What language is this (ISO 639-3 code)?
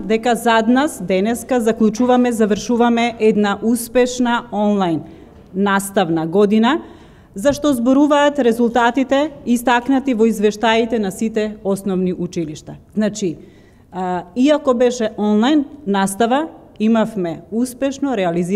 mkd